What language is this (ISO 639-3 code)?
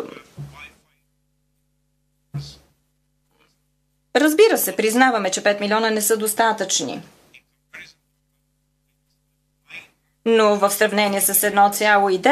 bul